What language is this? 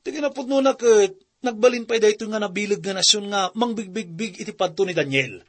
Iloko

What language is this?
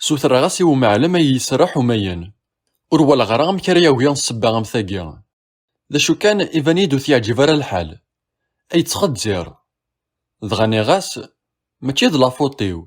Kabyle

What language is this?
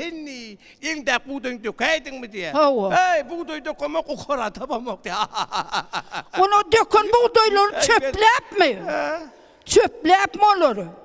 Turkmen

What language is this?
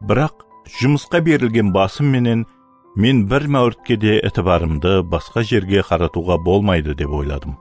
Kara-Kalpak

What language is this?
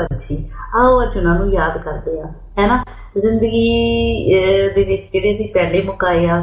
Punjabi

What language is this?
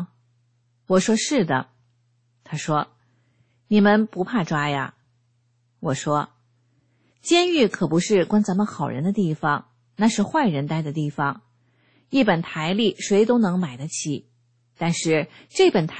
Chinese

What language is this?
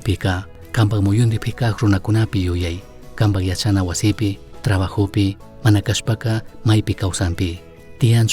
Chimborazo Highland Quichua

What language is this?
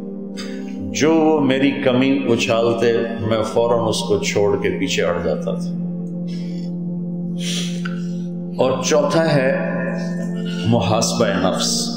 Urdu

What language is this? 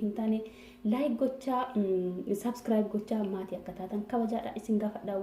Oromo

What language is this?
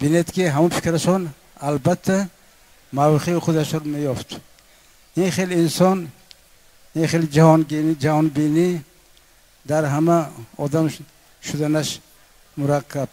Tajik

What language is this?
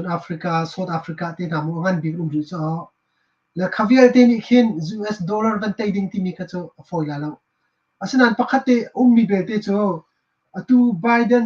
Hakha Chin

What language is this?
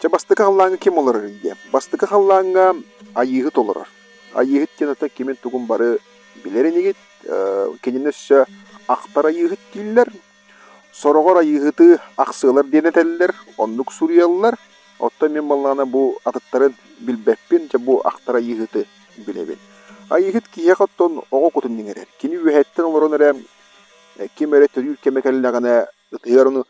Yakut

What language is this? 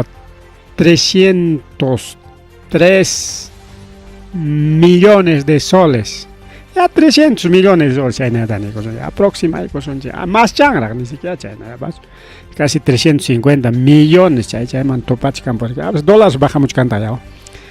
Ayacucho Quechua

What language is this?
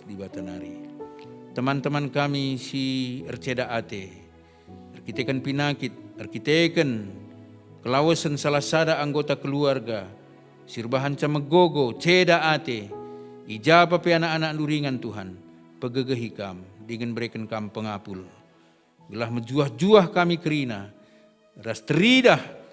Batak Karo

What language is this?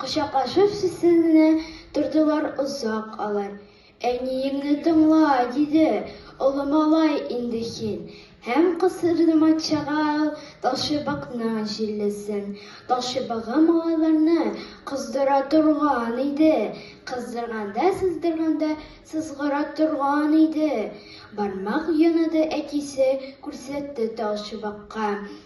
Tatar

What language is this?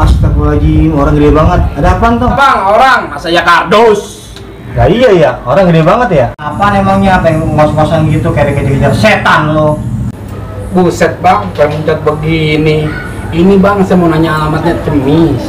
Betawi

